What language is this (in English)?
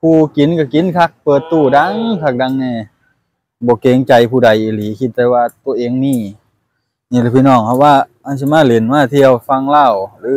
Lao